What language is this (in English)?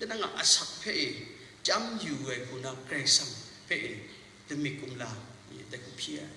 Kachin